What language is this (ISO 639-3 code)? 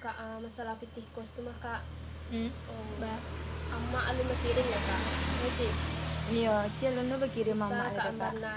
min